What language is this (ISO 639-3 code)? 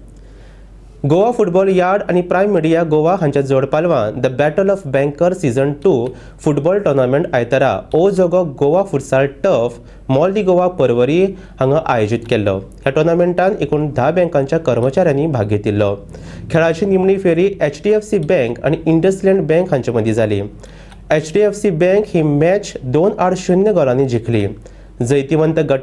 kok